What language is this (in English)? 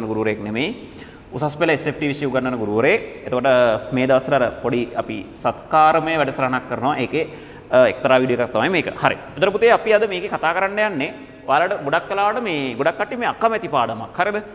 Sinhala